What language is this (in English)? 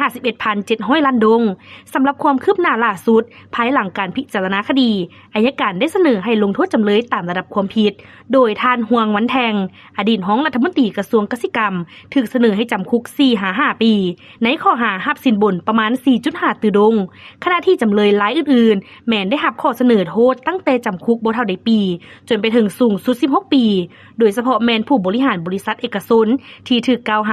Lao